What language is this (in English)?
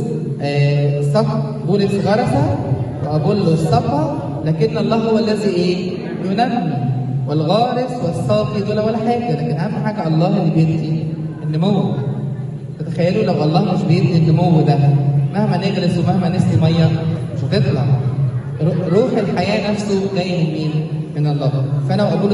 Egyptian Arabic